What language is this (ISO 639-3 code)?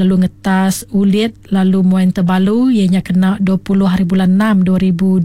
iba